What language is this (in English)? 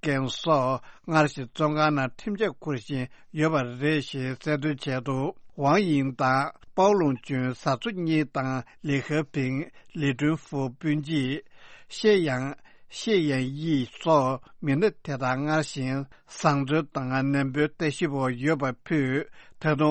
Tibetan